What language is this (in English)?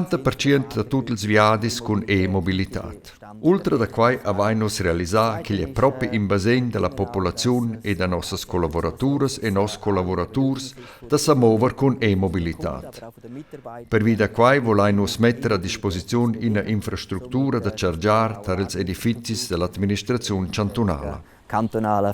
Romansh